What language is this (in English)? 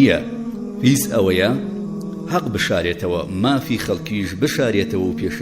Central Kurdish